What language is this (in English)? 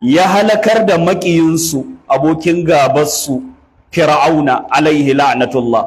Hausa